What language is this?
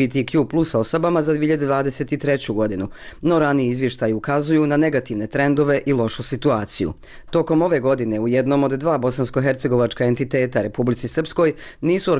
Bosnian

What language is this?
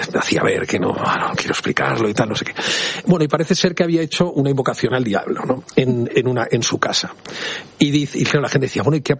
Spanish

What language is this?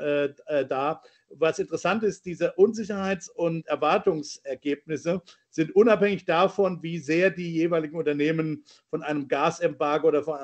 German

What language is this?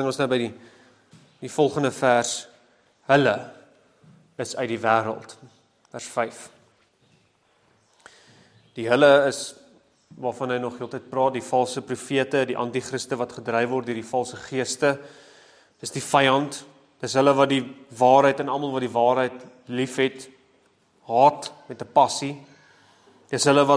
Afrikaans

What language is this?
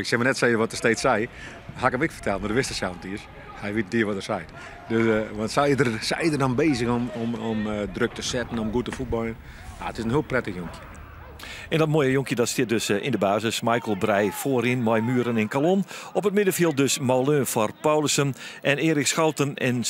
Western Frisian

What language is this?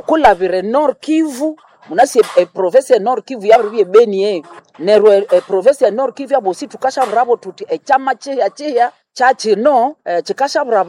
Nande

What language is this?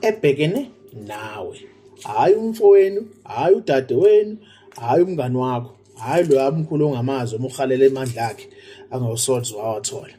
Zulu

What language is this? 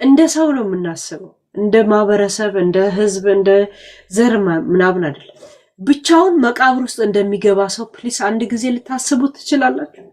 Amharic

